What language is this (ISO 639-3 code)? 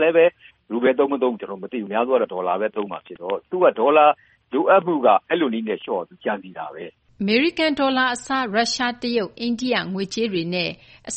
mya